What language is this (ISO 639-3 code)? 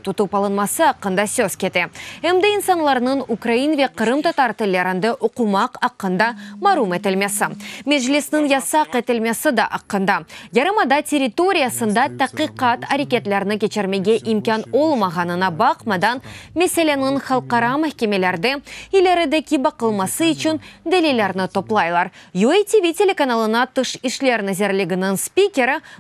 crh